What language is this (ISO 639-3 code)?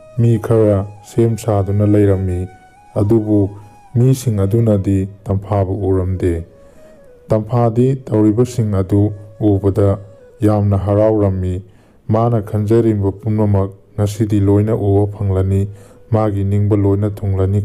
mni